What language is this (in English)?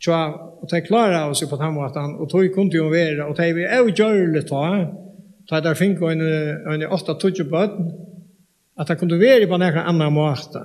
Faroese